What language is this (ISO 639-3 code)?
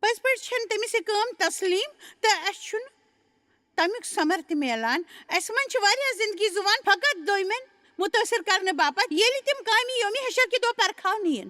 kas